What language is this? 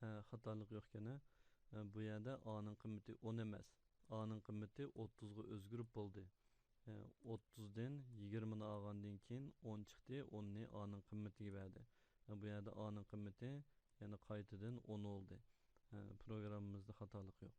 Uyghur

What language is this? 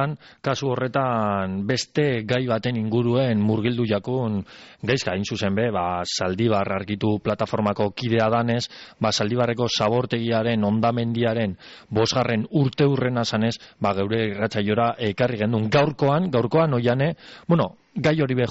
Basque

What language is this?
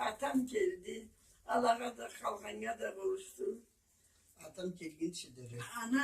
Karachay-Balkar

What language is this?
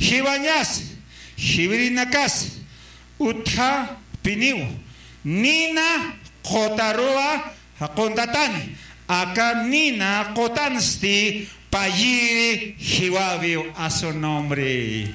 Aymara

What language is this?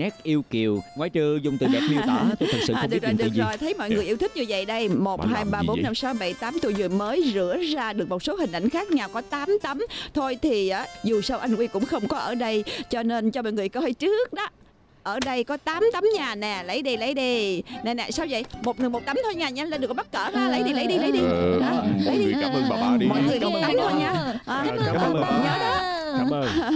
Vietnamese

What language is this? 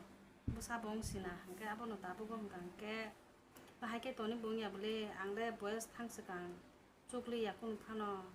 Kok Borok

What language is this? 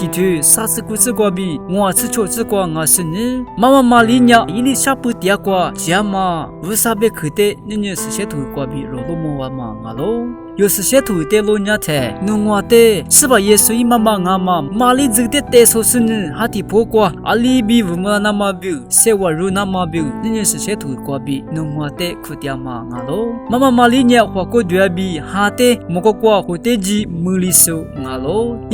Lisu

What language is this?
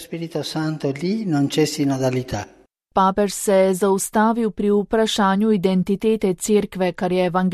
Slovenian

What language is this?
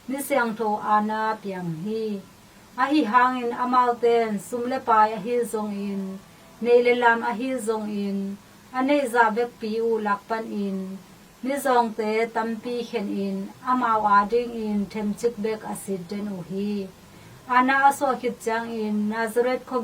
Tedim Chin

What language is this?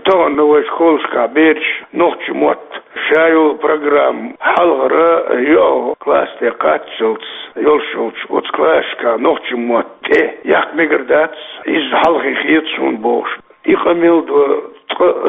Chechen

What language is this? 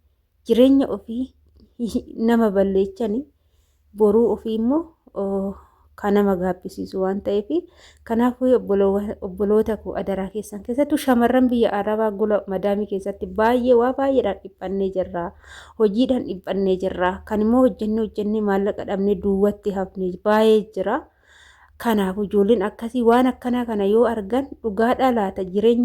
Oromo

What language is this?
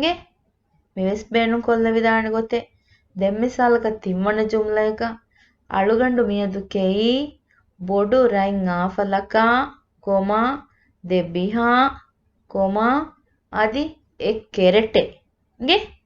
Divehi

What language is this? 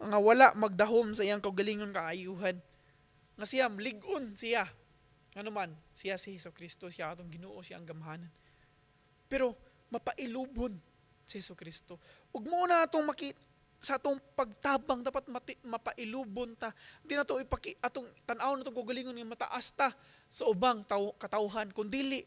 Cebuano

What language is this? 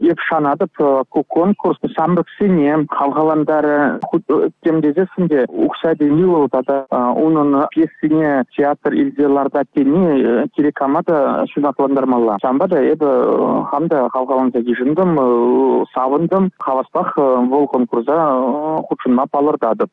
Chuvash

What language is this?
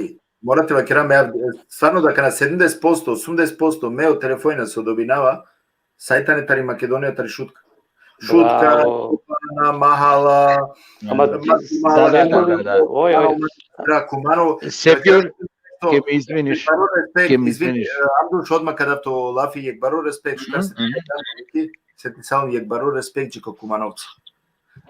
Balkan Romani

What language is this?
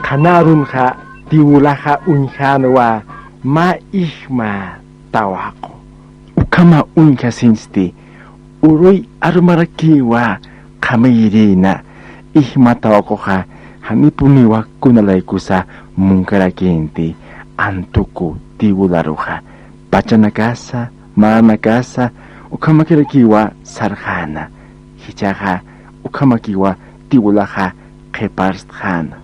Aymara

